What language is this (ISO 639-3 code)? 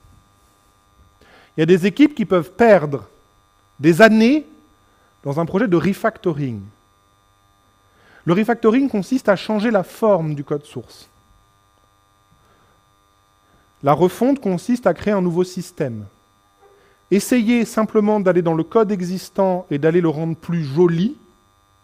fra